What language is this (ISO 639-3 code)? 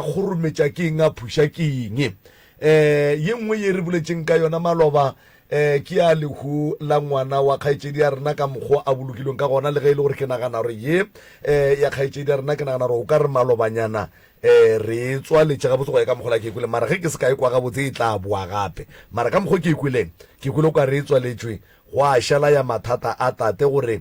nso